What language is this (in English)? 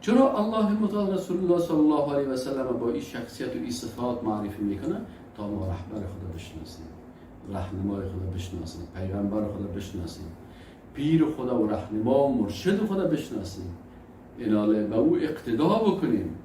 Persian